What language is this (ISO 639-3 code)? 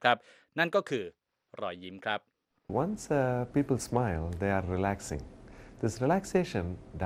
tha